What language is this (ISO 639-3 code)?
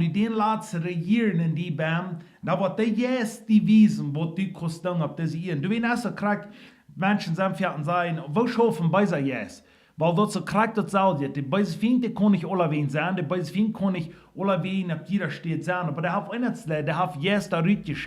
pdt